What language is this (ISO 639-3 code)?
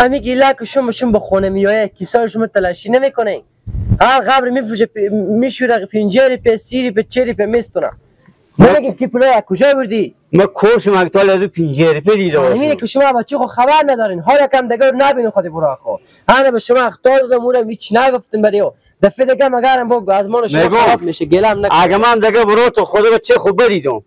fas